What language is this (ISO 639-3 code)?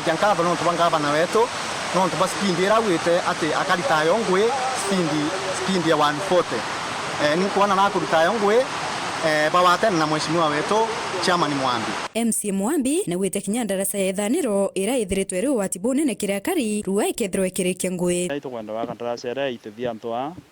mer